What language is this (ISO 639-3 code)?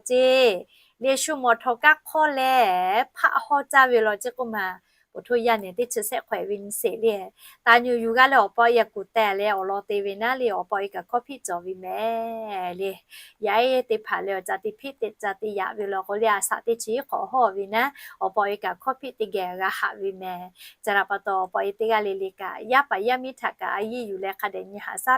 lhu